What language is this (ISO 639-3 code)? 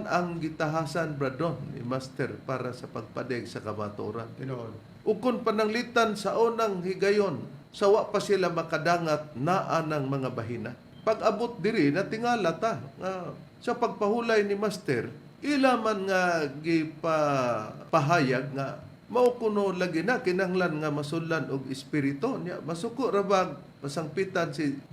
ceb